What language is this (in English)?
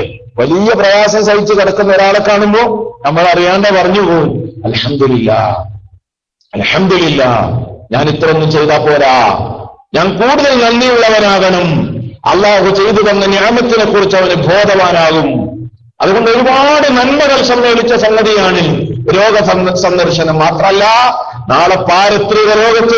Malayalam